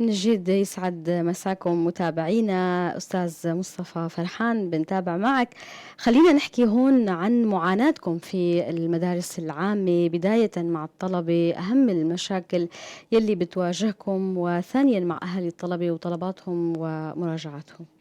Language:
North Levantine Arabic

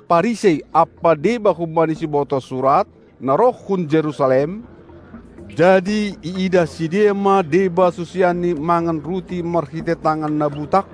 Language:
Batak Simalungun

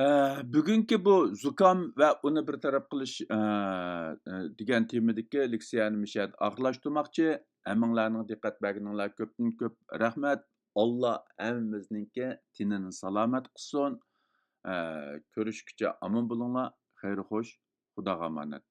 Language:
Uyghur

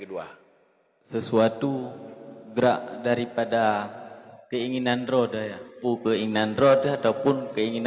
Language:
Achinese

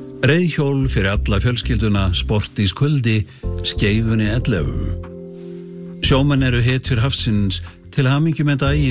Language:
Icelandic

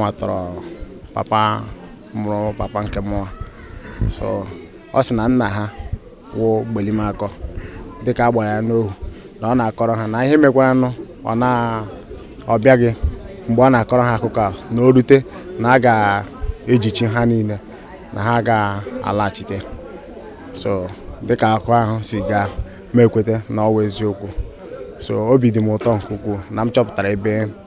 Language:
Igbo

